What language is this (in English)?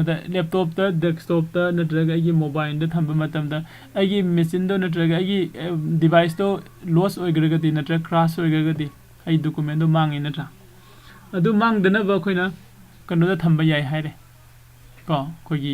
Manipuri